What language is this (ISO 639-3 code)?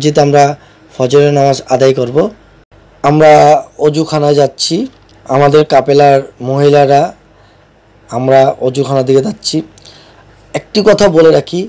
ben